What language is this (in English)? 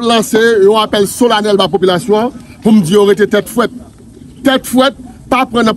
Haitian Creole